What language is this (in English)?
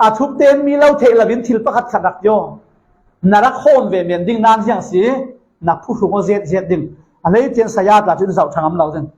Falam Chin